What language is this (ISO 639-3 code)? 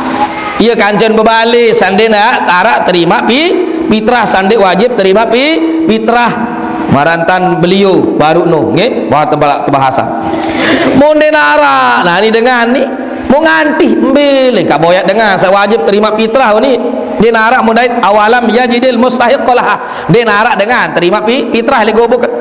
sas